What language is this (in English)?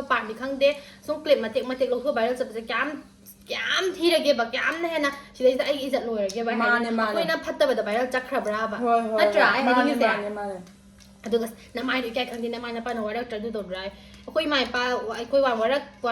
Manipuri